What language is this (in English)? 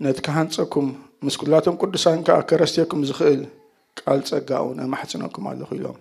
Tigrinya